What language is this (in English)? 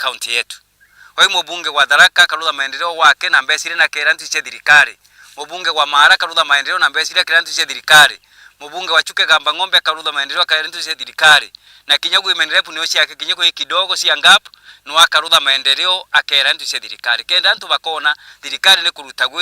Meru